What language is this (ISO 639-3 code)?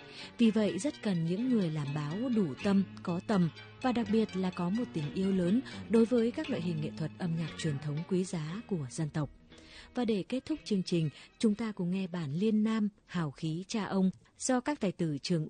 vie